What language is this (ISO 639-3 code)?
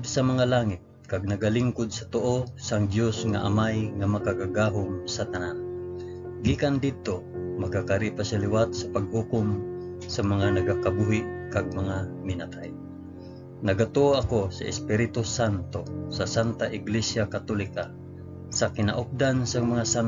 hil